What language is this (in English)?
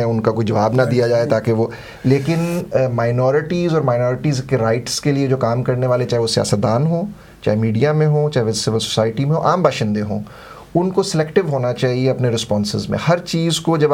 Urdu